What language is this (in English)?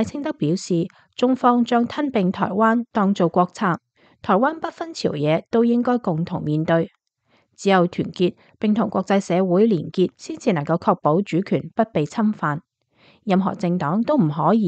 Cantonese